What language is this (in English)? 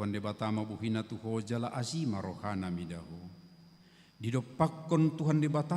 Batak Toba